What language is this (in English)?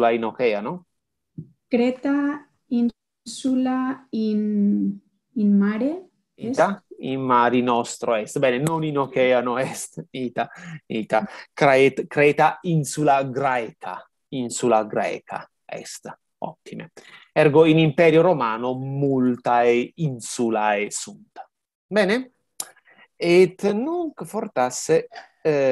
Latin